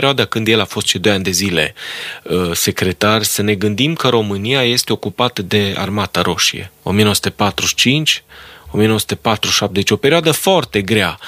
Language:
Romanian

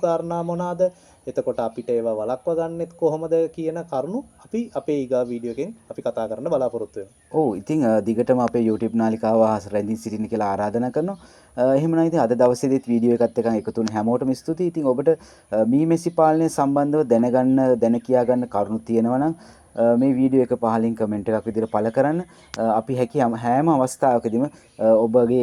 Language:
Sinhala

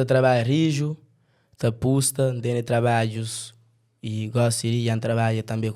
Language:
Kabuverdianu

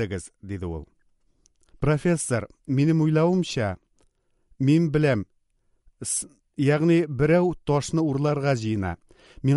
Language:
Tatar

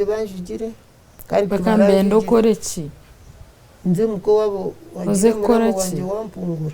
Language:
Nyankole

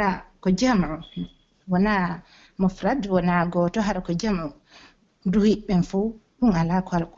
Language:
Pular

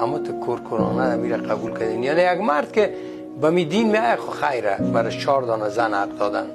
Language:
Persian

